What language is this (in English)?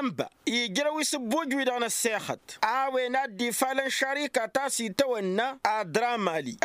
Tamasheq